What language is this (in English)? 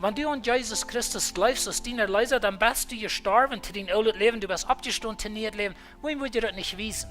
Plautdietsch